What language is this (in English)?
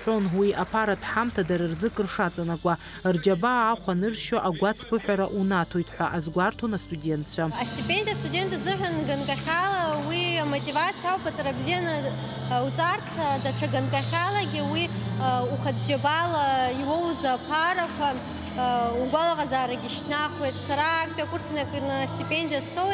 Abkhazian